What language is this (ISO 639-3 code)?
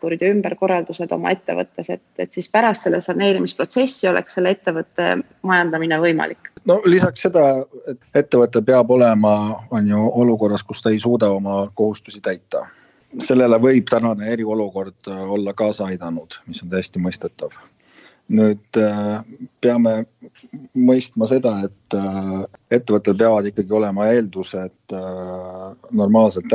est